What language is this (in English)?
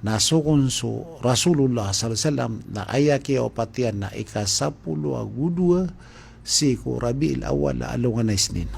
Maranao